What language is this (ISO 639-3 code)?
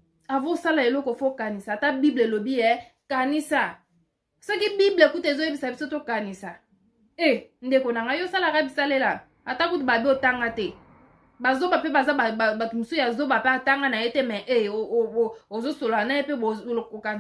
lin